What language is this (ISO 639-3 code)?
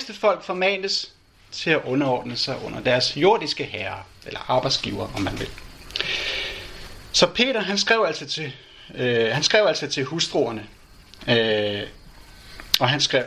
dan